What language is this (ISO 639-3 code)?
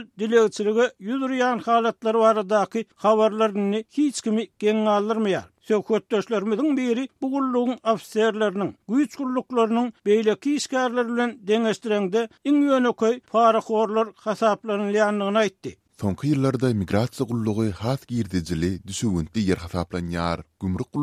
tuk